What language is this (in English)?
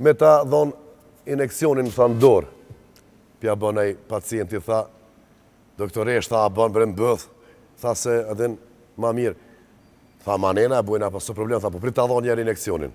Albanian